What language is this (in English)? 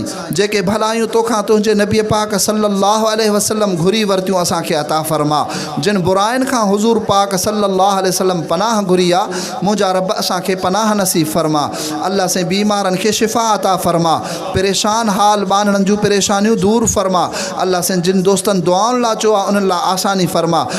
Sindhi